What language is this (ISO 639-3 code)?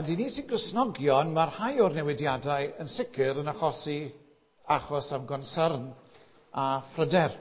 cym